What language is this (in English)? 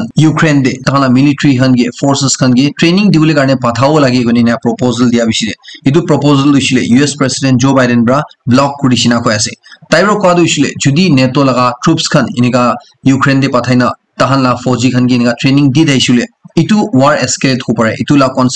Naga Pidgin